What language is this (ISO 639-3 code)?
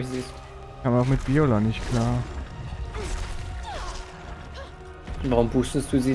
deu